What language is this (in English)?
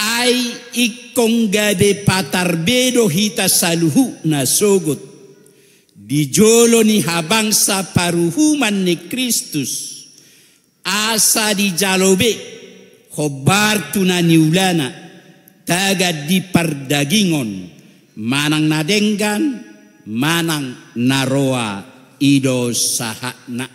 Batak Toba